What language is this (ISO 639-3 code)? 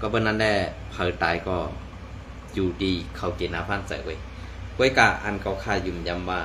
shn